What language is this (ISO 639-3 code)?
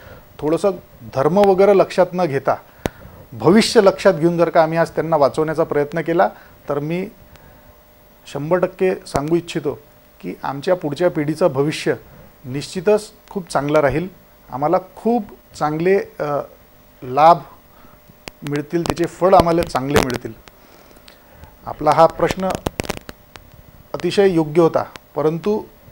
mar